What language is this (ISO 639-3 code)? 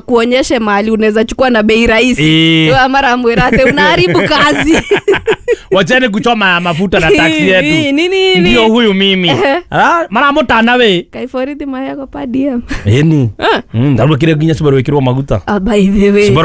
kik